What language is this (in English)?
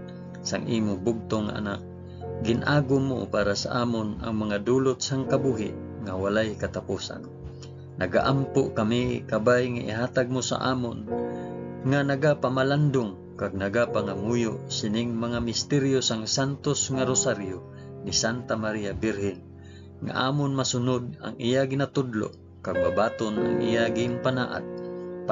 Hiligaynon